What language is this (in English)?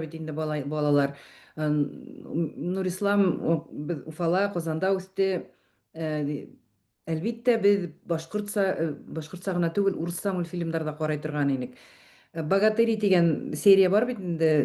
Bashkir